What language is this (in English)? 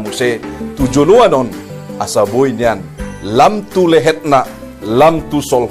Batak Toba